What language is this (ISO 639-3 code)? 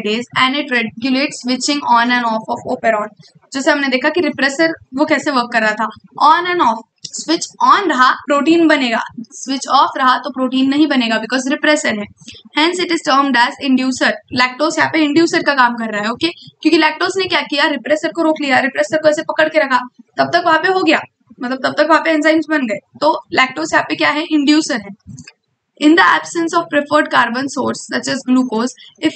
hin